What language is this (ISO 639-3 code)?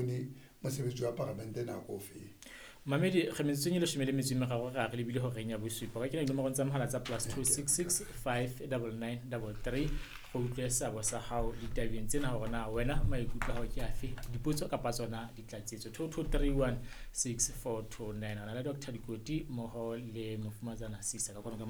sot